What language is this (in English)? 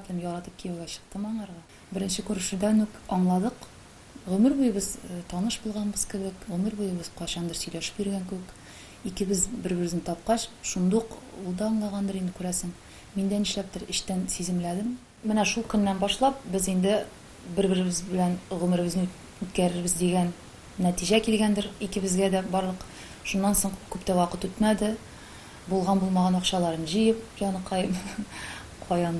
Tatar